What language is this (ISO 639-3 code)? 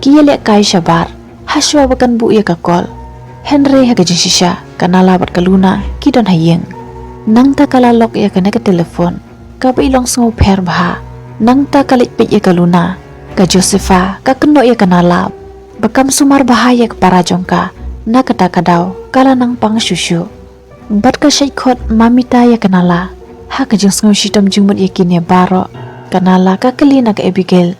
kha